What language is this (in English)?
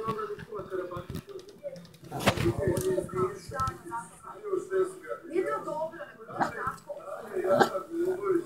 Croatian